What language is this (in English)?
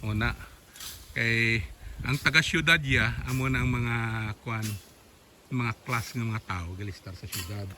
Hiligaynon